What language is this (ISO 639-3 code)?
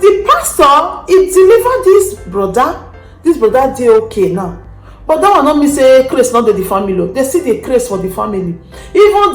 pcm